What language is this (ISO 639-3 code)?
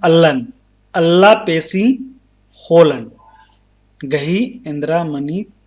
kru